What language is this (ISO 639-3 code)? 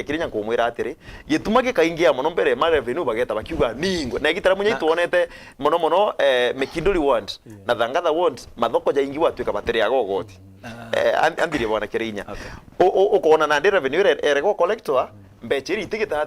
mer